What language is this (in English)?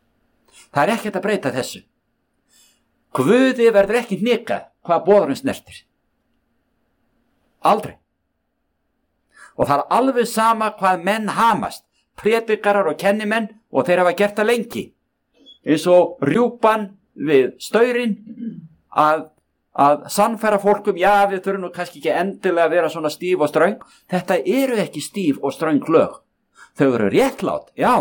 Icelandic